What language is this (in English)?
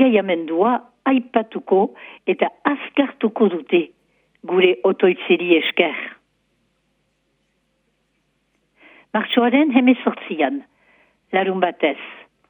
Basque